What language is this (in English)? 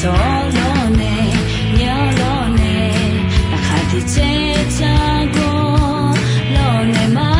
Akha